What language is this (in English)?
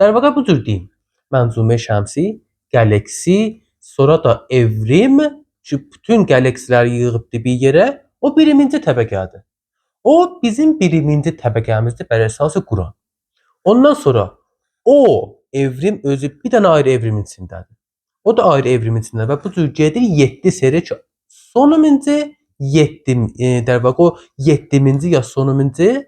Azerbaijani